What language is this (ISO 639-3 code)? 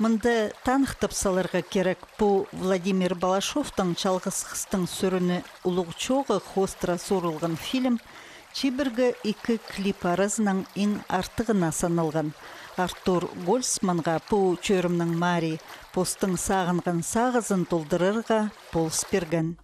kjh